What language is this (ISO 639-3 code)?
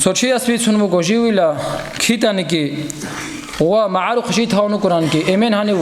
ava